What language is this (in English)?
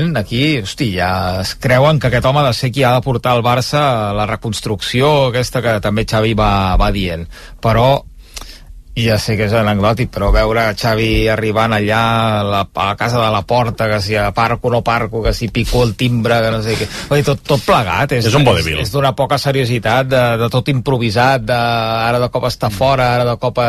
Catalan